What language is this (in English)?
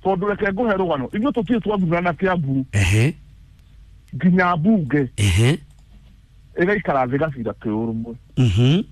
Kikuyu